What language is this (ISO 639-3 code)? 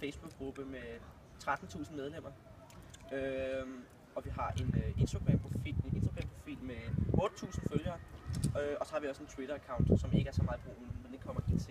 dan